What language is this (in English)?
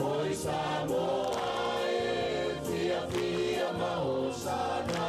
Samoan